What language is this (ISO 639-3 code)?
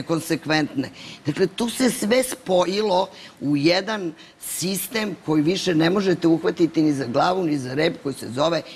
srp